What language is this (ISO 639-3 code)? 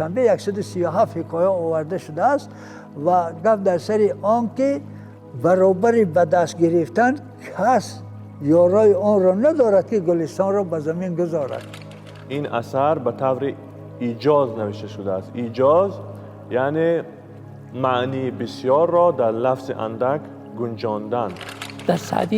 tgk